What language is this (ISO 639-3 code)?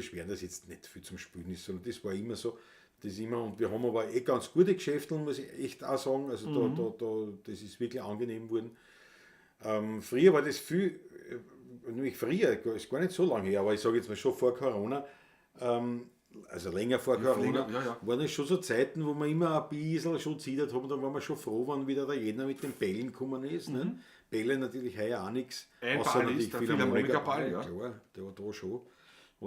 bar